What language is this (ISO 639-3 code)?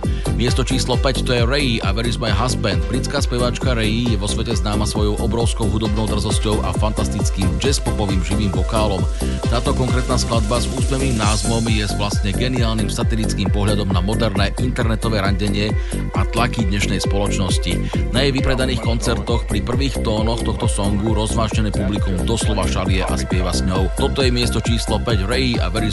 slk